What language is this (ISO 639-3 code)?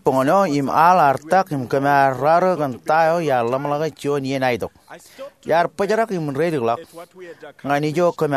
mah